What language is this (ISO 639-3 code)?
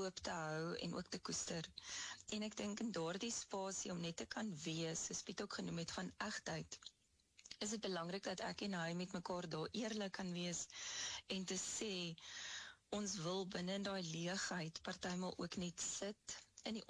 afr